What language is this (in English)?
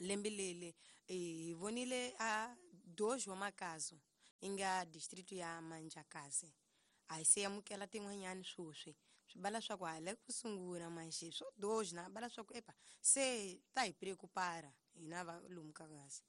Tsonga